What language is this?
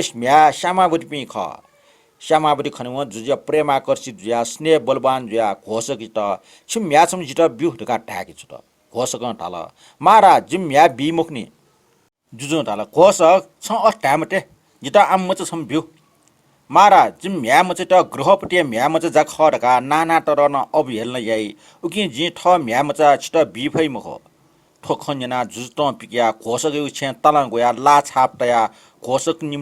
Newari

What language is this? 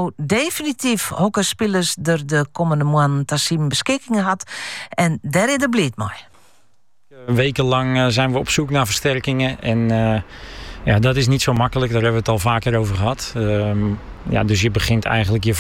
Dutch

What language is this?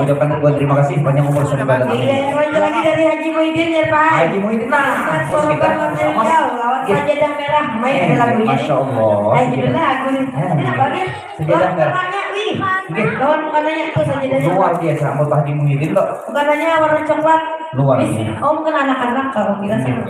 Banjar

